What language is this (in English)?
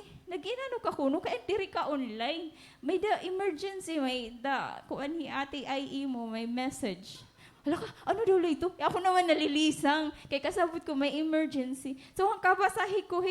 Waray